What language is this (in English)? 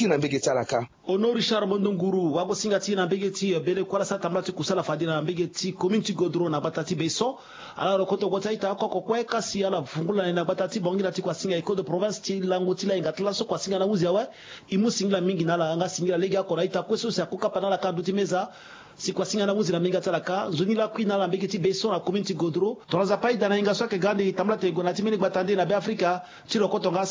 Sango